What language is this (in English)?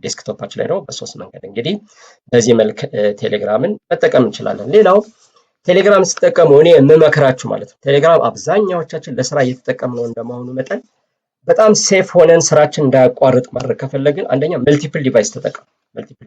Amharic